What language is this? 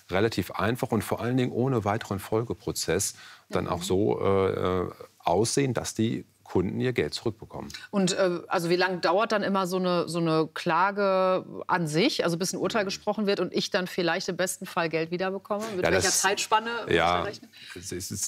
German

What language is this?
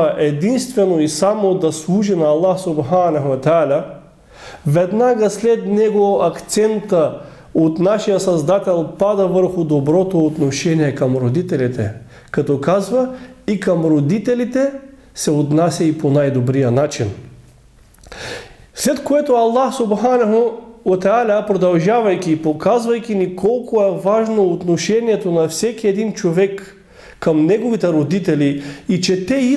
Bulgarian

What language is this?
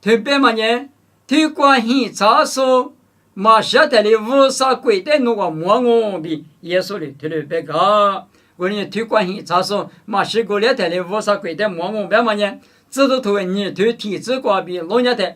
Lisu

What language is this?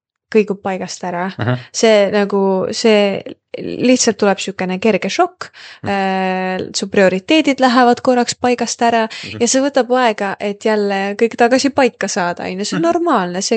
Estonian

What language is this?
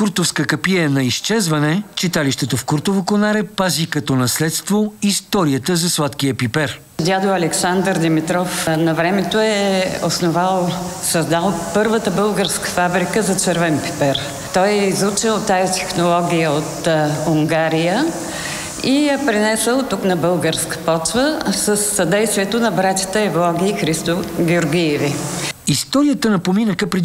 Bulgarian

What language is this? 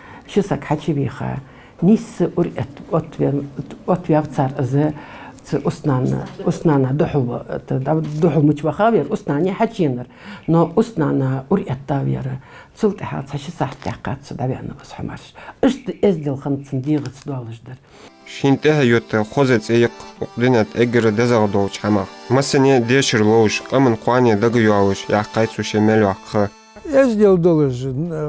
Ingush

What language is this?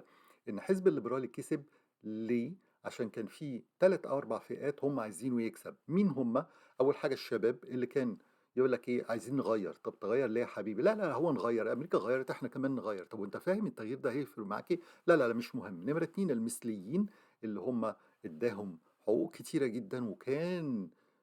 Egyptian Arabic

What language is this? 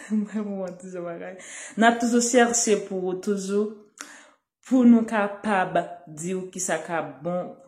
Haitian Creole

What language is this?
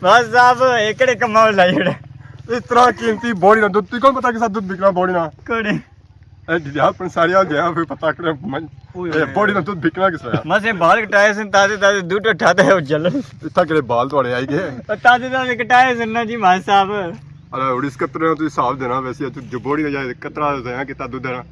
Pahari-Potwari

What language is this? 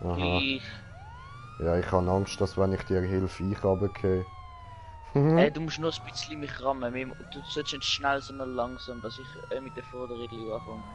Swiss German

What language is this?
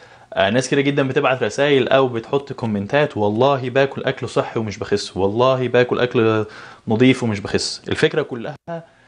Egyptian Arabic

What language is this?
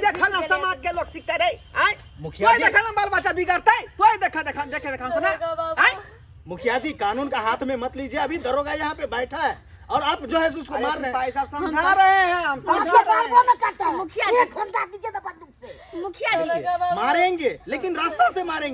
Maithili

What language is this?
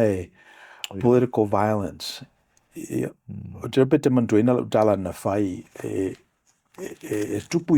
Samoan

